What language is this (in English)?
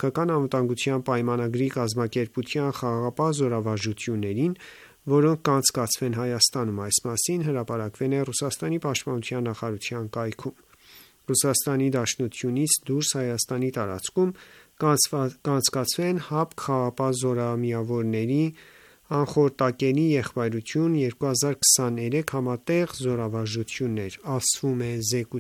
Armenian